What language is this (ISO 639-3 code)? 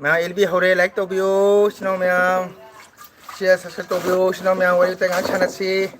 mni